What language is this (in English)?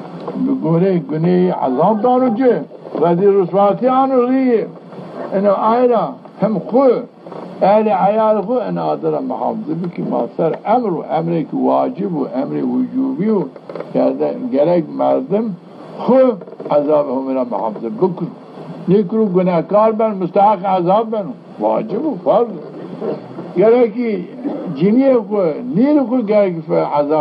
Zaza